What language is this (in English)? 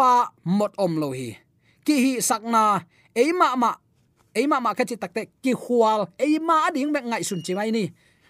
Tedim Chin